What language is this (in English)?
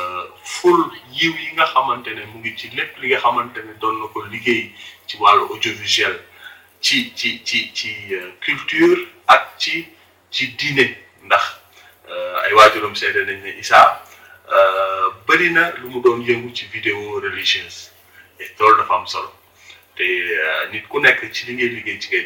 Wolof